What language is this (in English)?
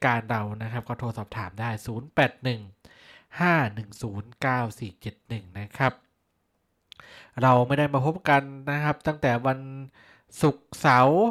Thai